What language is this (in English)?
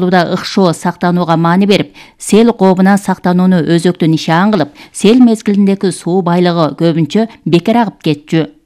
Kyrgyz